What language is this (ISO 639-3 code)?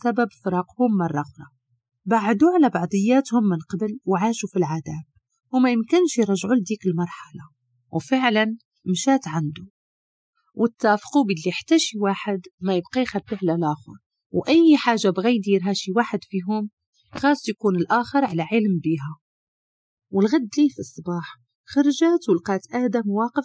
ary